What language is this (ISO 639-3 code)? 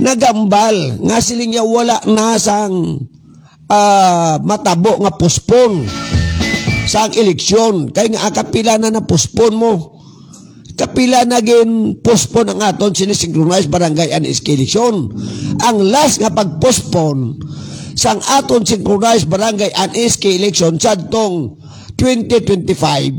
hil